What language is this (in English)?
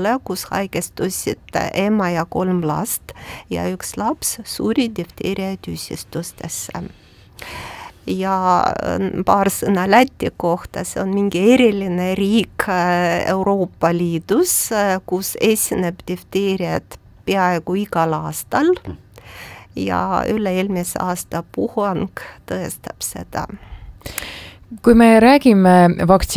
Estonian